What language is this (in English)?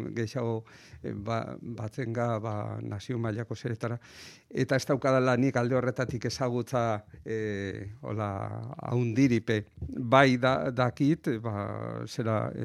Basque